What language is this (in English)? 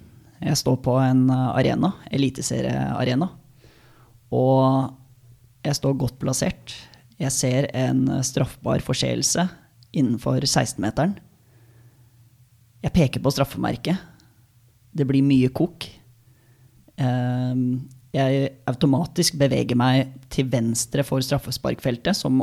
Norwegian